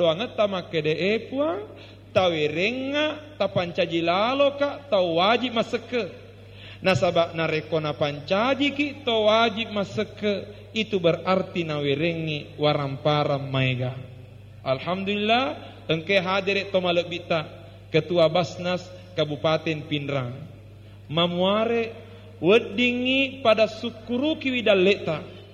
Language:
Buginese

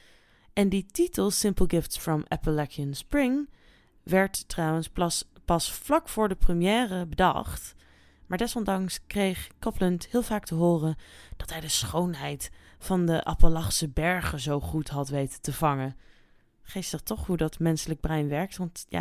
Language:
Dutch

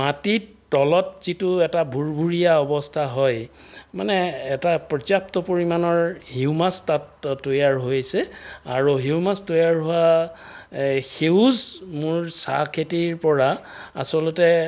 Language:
Assamese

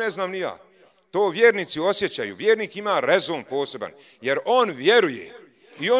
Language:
Bosnian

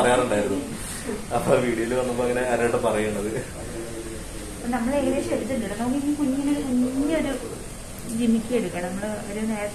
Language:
Malayalam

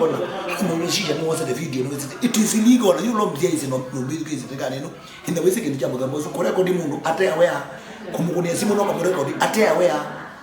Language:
Kamba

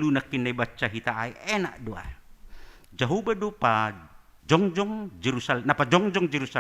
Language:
Batak Simalungun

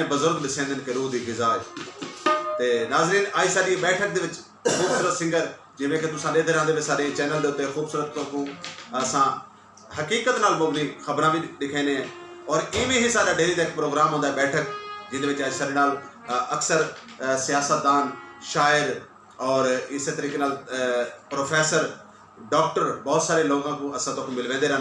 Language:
Saraiki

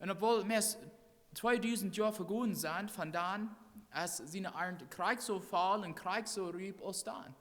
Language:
Plautdietsch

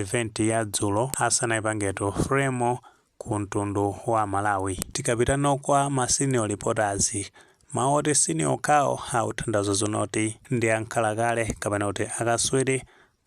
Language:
Nyanja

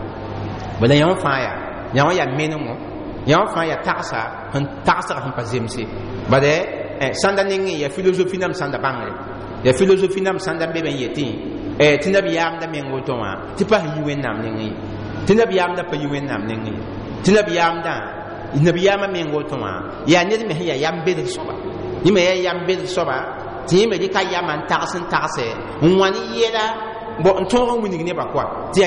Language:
Mossi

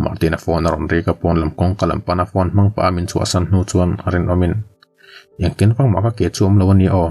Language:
Mizo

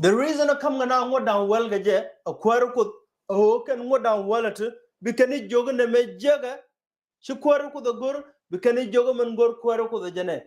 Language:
Nuer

